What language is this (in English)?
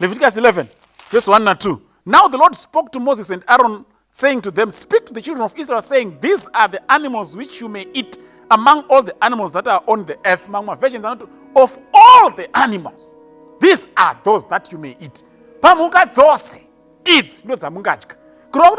Shona